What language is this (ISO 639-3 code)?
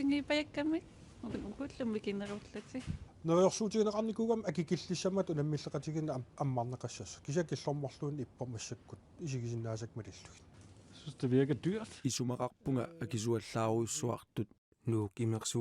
kal